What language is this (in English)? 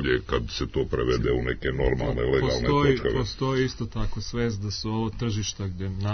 Serbian